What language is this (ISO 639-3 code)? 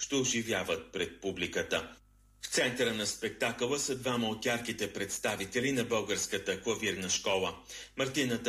bul